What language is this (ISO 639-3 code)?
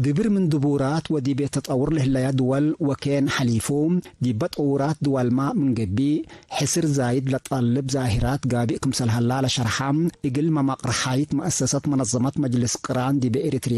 tig